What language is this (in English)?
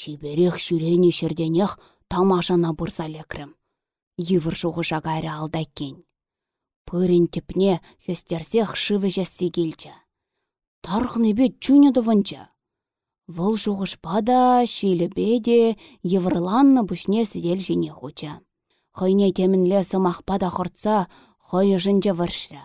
Chuvash